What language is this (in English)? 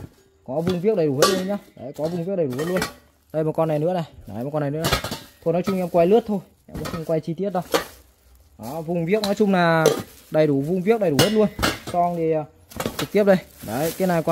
Vietnamese